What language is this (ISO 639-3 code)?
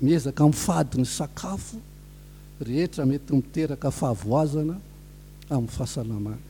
mlg